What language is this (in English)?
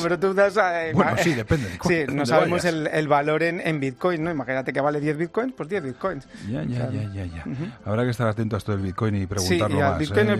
Spanish